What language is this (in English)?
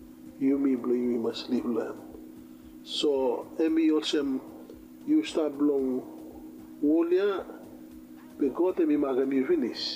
Bislama